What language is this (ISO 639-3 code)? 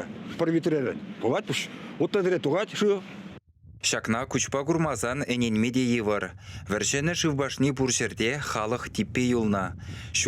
chv